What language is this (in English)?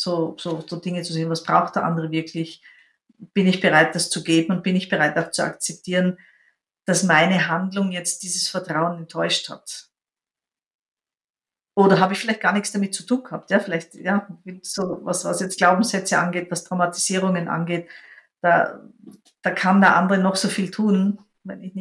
German